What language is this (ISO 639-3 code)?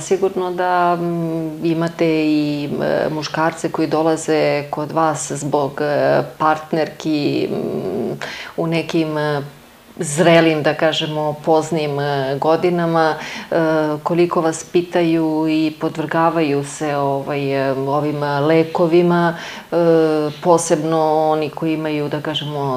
srp